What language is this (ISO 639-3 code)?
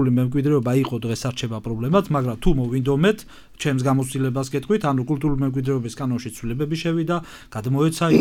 kat